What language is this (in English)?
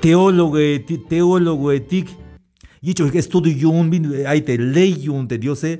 Tzeltal